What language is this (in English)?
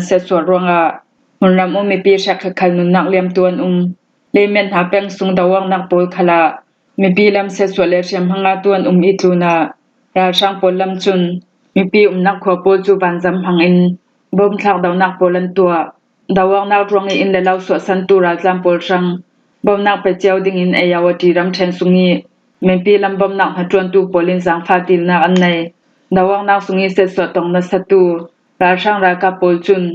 Falam Chin